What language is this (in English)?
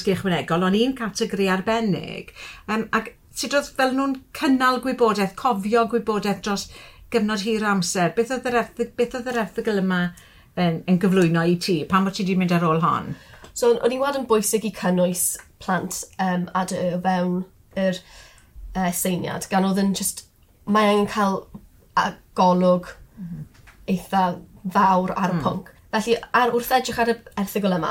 Welsh